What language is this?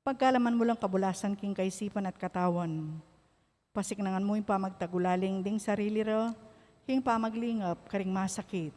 Pampanga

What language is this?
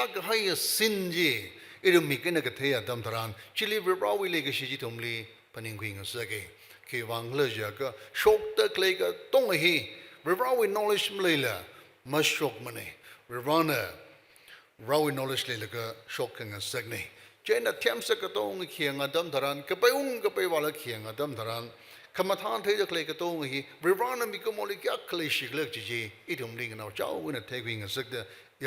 Tangkhul Naga (India)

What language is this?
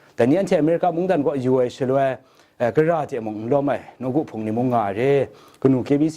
Kachin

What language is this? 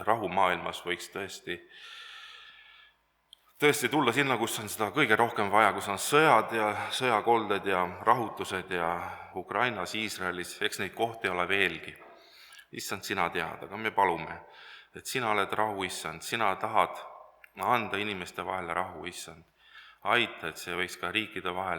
Estonian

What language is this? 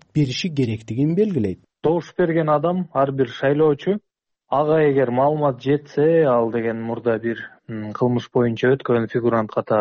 Kyrgyz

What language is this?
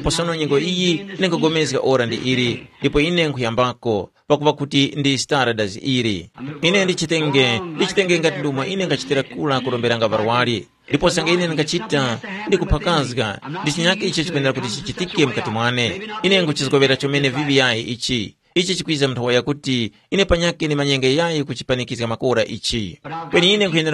Tumbuka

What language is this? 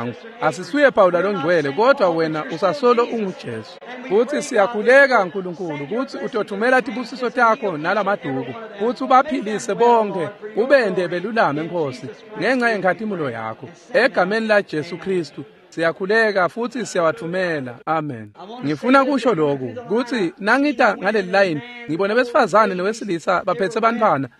Swati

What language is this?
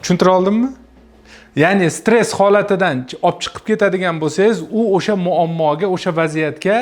Uzbek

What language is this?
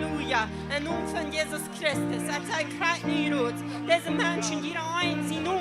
Plautdietsch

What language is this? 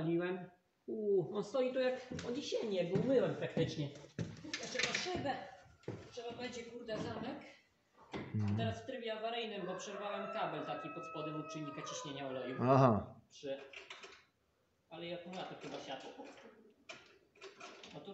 Polish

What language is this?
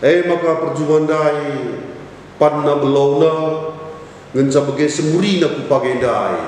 Batak Karo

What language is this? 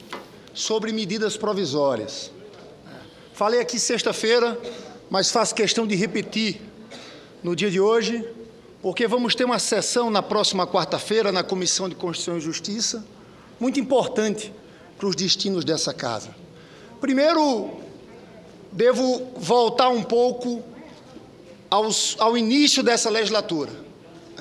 Portuguese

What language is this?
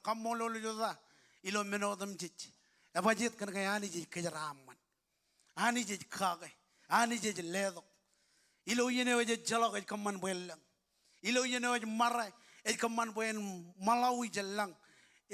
Marshallese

